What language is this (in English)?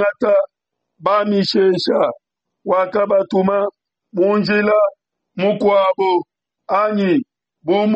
Luba-Lulua